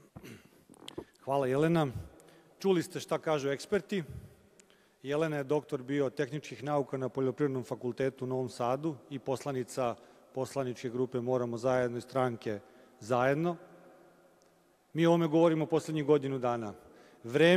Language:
Serbian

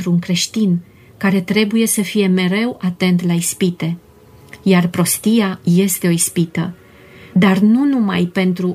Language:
Romanian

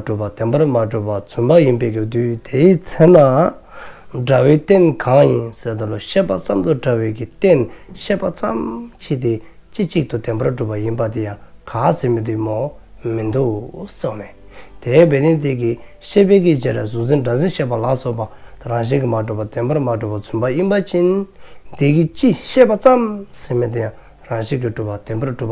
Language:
Dzongkha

